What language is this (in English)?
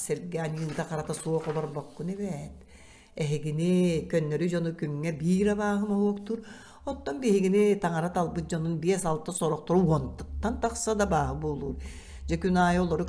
Yakut